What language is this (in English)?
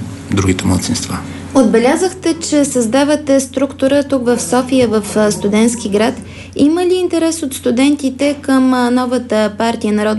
Bulgarian